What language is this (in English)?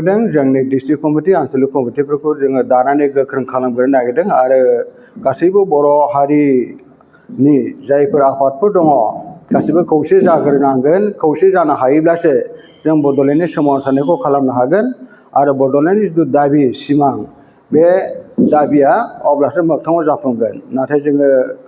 Bodo